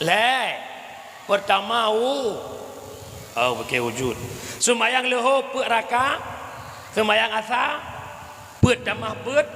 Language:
Achinese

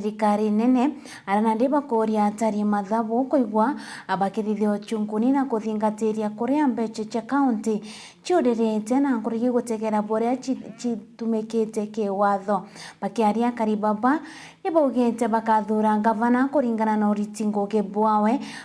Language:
Meru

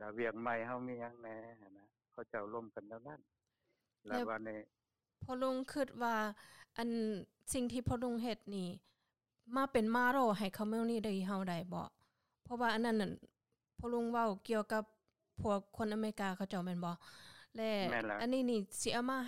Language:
Lao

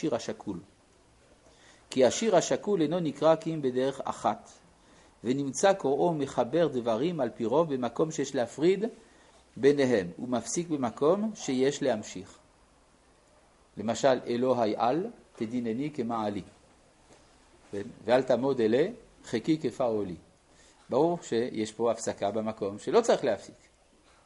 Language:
Hebrew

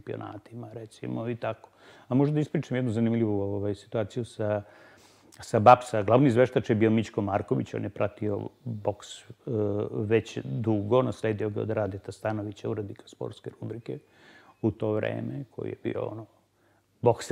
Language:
Serbian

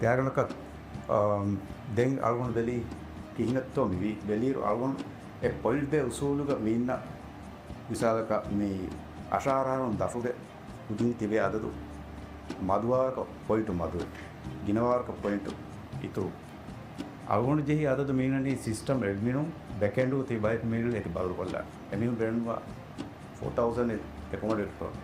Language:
Divehi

